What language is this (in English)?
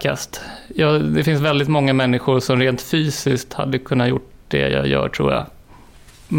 Swedish